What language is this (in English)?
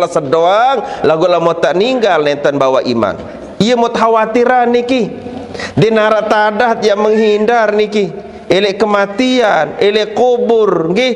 Sasak